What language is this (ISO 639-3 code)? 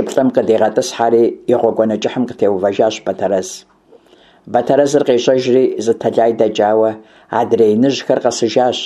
kbd